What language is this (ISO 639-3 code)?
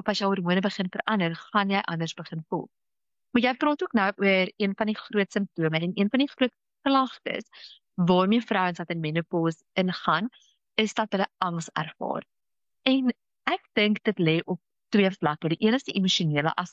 afr